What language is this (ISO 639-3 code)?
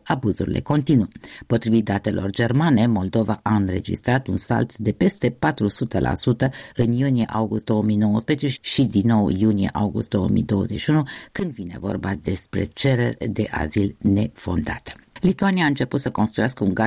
ron